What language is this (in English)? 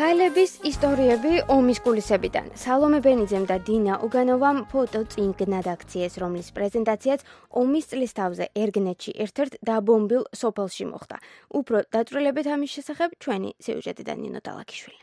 Georgian